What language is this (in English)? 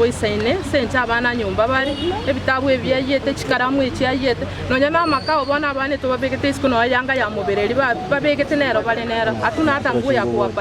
Gusii